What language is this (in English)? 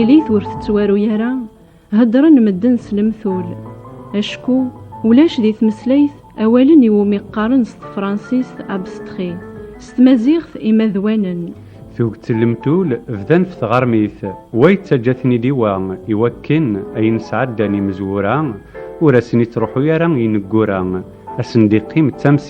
Kabyle